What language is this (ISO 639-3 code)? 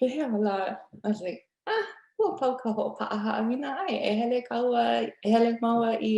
haw